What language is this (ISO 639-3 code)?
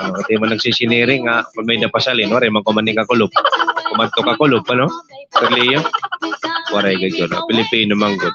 war